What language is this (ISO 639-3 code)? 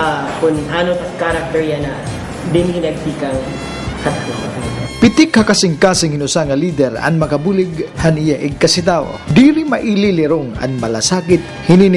war